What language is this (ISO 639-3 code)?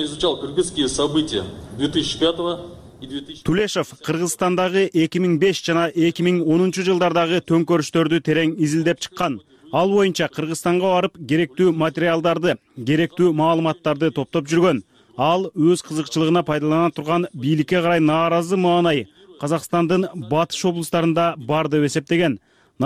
kir